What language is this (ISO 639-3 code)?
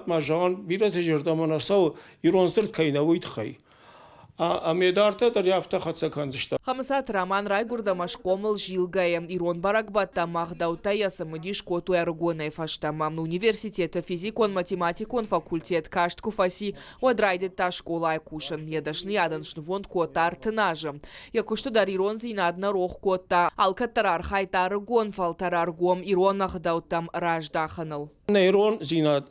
oss